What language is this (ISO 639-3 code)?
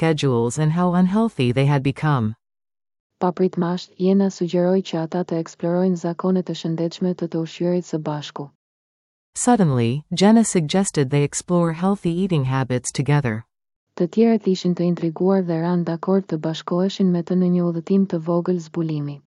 sqi